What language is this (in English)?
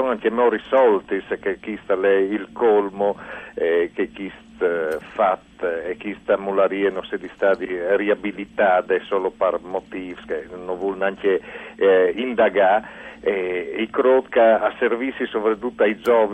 Friulian